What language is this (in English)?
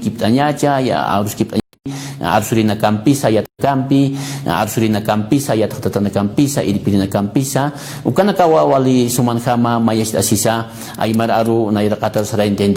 Aymara